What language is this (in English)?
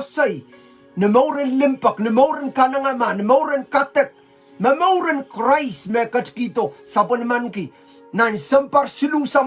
Pohnpeian